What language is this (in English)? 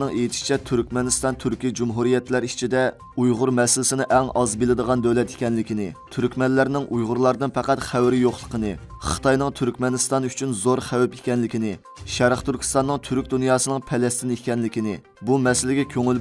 Uyghur